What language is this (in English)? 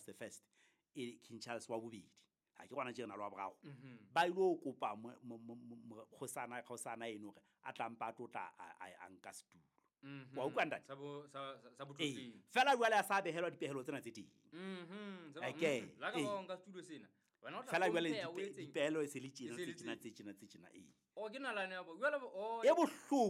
Southern Sotho